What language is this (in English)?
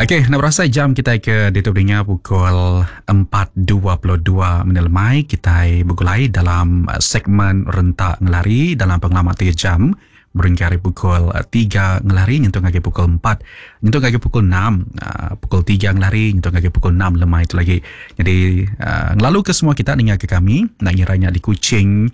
Iban